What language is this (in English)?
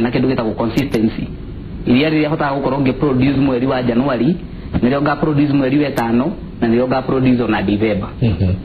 Kikuyu